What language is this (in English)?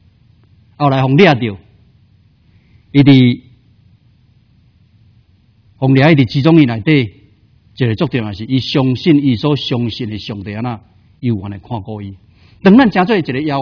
Min Nan Chinese